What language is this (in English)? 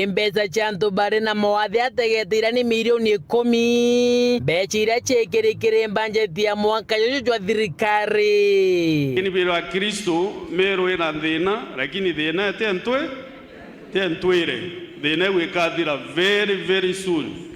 Meru